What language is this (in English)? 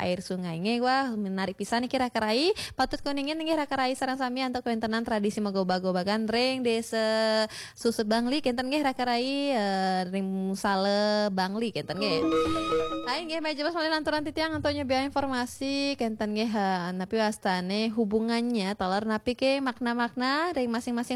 Balinese